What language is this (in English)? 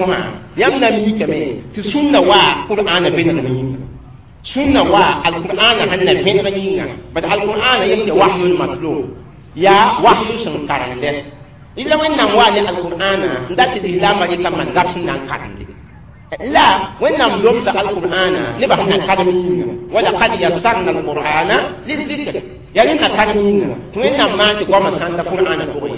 Mossi